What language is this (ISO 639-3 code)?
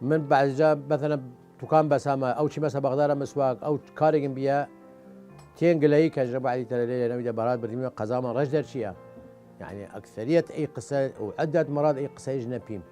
sdh